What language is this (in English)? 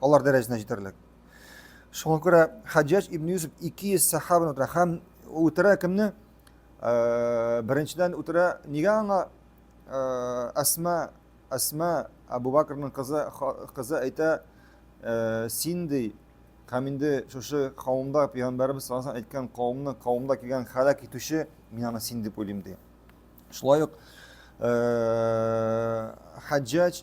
Tatar